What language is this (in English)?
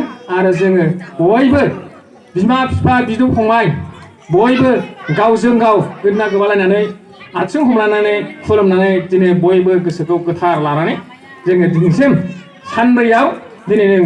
Bodo